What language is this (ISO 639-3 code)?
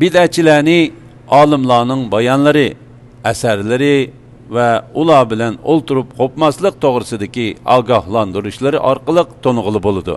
uig